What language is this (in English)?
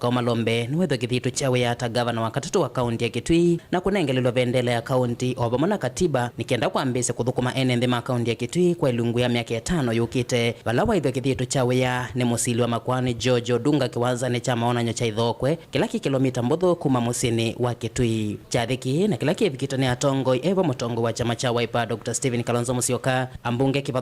Kamba